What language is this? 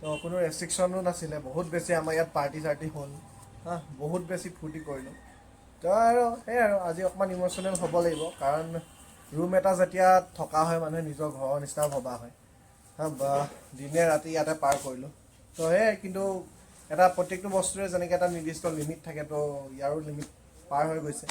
Assamese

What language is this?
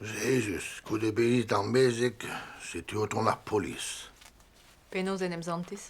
Breton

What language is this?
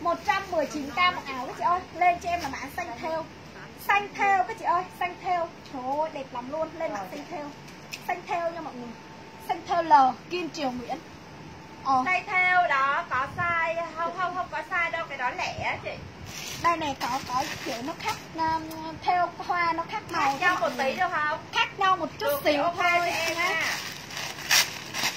Vietnamese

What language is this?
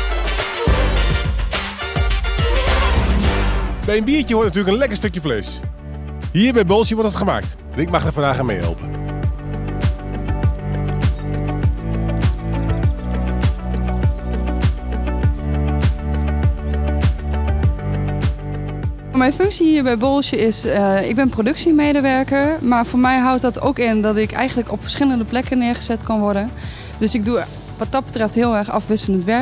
Dutch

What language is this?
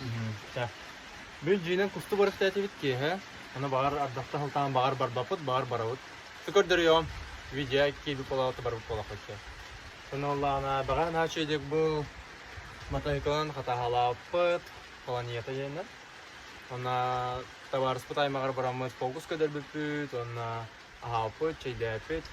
Yakut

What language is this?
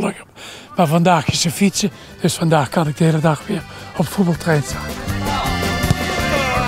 Dutch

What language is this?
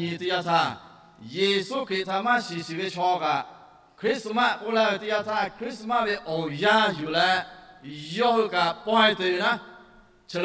Lahu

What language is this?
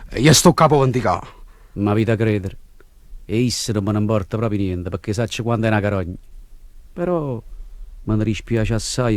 Neapolitan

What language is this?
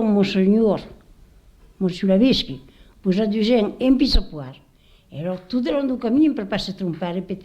Occitan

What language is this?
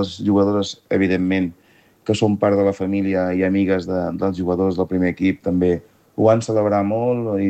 Catalan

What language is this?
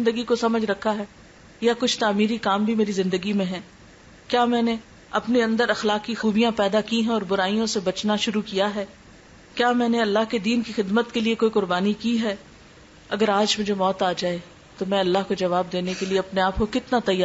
Urdu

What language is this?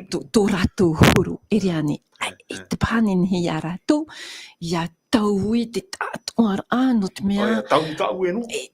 Tahitian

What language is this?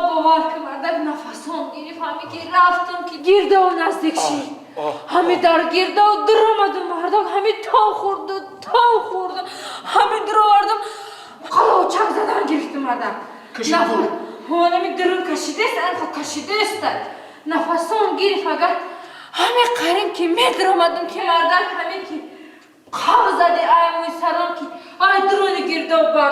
Tajik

